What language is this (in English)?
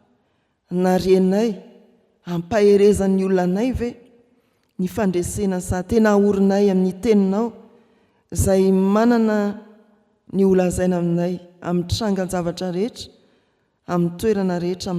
Malagasy